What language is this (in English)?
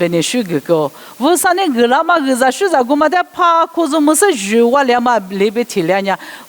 Lisu